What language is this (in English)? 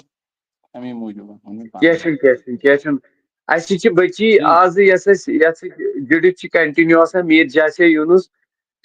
Kashmiri